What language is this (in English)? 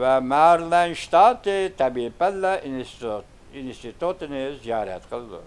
Uyghur